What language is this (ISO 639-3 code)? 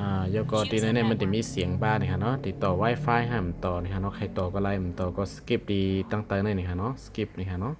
shn